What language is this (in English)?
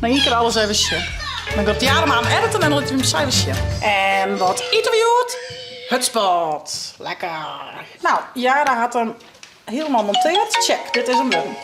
Western Frisian